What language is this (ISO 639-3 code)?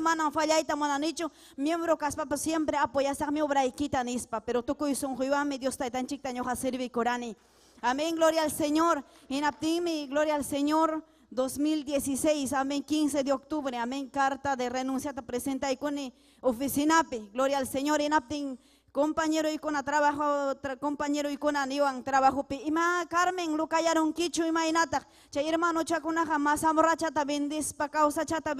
quy